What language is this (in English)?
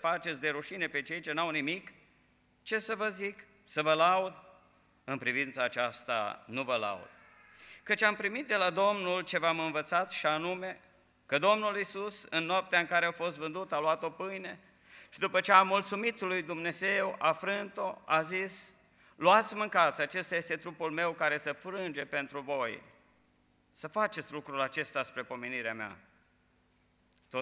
Romanian